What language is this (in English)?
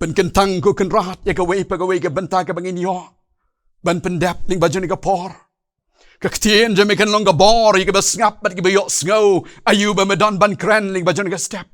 Khasi